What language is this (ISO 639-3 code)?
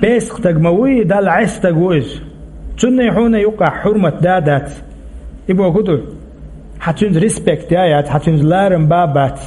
che